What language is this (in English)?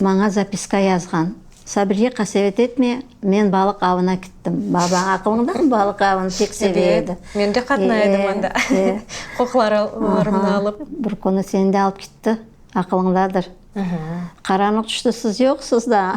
Crimean Tatar